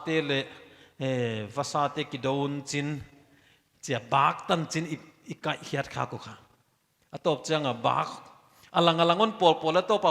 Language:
Paite Chin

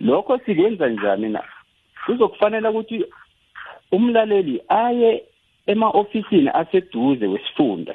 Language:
South Ndebele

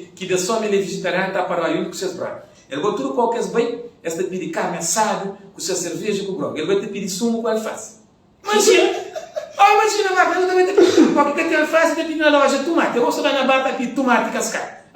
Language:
Kabuverdianu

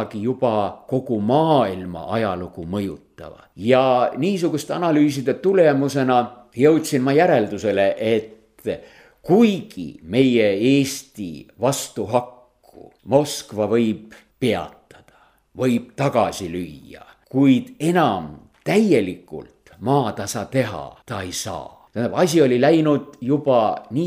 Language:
Estonian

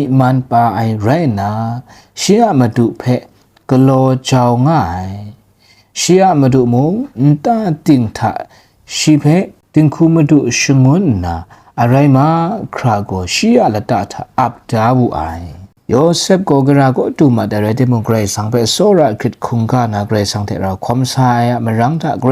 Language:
Kachin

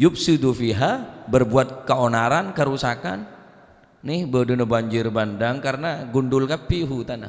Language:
Madurese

